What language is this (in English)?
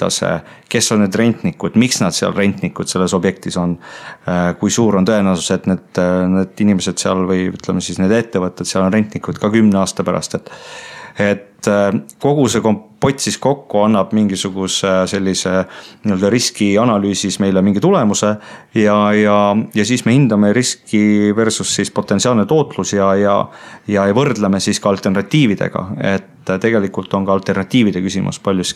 Estonian